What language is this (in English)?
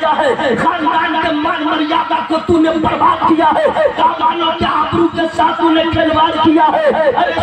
Urdu